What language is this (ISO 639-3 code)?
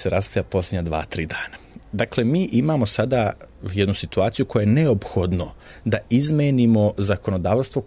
srp